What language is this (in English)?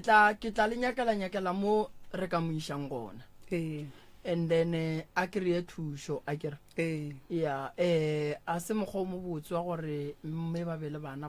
Northern Sotho